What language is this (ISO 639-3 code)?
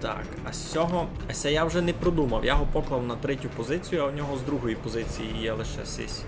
rue